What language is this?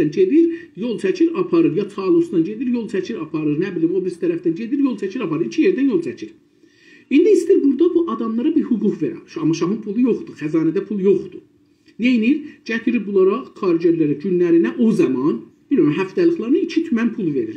South Azerbaijani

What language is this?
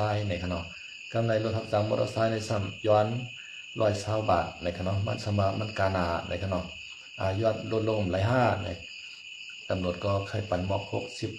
Shan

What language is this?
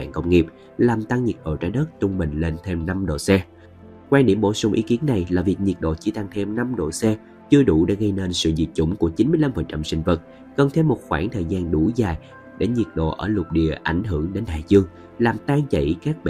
Vietnamese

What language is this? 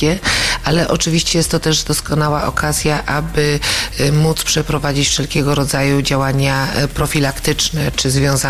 Polish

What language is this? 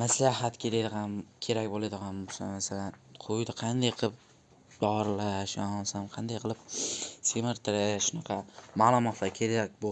Uzbek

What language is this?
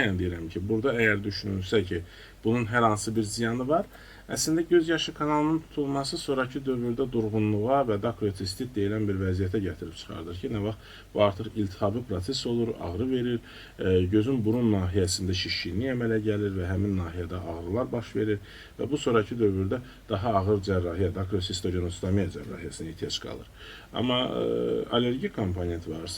Azerbaijani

